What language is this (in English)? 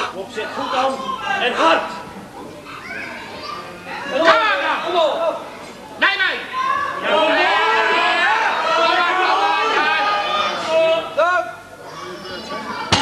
Dutch